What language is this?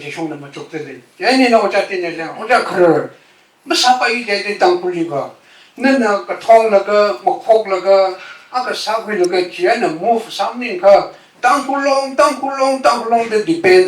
Tangkhul Naga (India)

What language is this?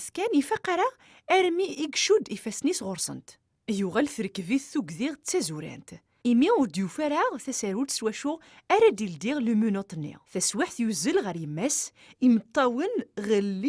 Kabyle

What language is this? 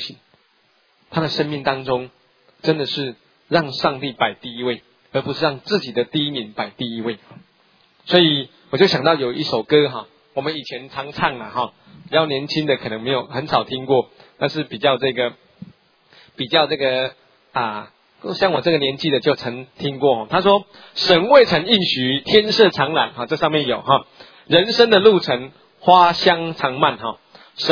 Chinese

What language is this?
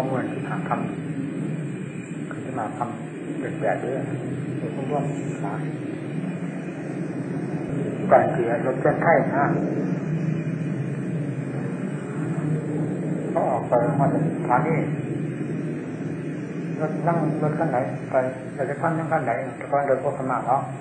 Thai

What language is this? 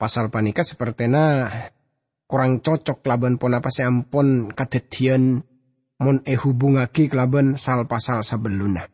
Madurese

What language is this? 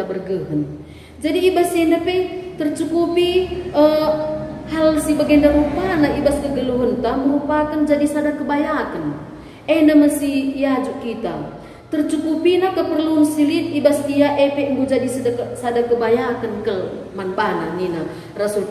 Batak Karo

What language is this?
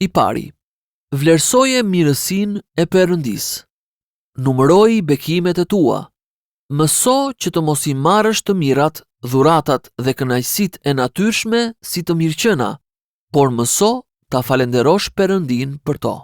Albanian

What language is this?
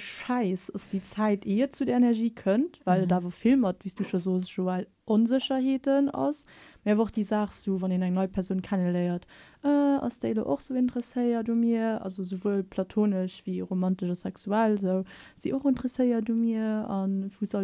Luxembourgish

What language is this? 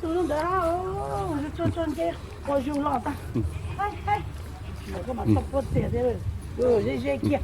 Hmong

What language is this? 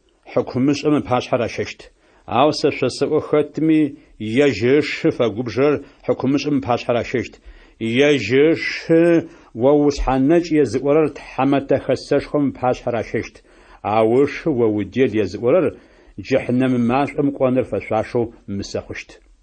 Adyghe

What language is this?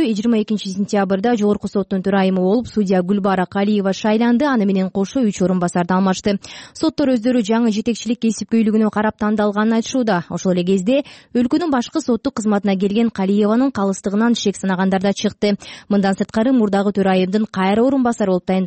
Kyrgyz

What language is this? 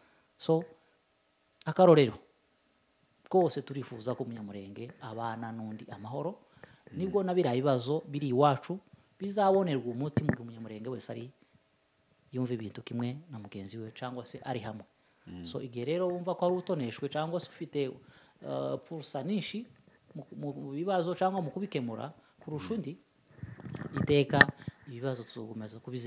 Kinyarwanda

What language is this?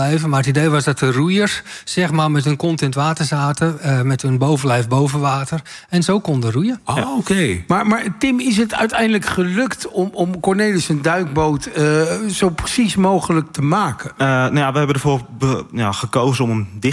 Dutch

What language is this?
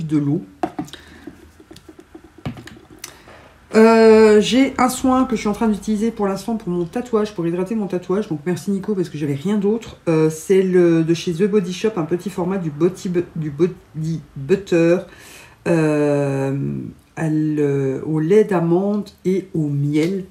French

